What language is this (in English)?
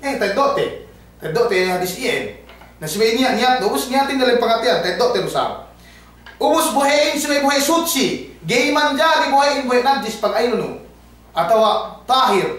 Yakan